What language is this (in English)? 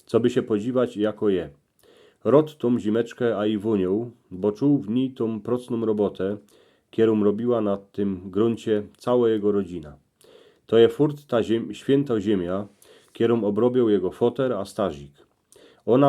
Silesian